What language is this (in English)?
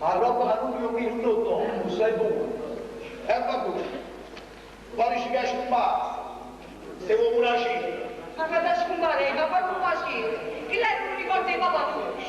Neapolitan